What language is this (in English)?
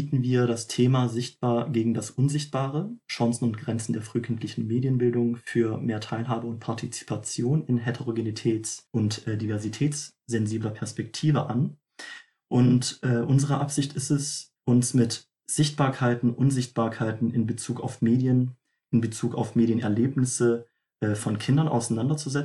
German